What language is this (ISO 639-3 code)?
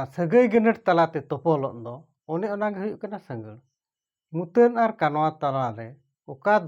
sat